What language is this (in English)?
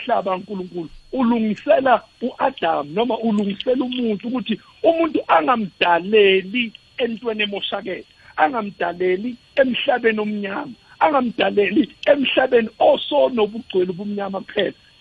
South Ndebele